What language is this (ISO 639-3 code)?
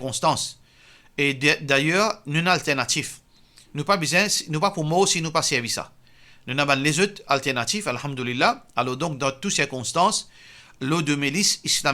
mfe